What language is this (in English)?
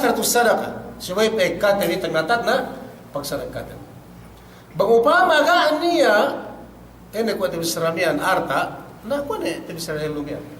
Yakan